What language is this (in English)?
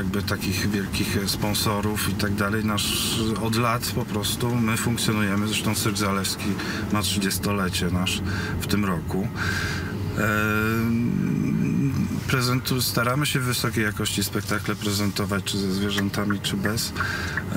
Polish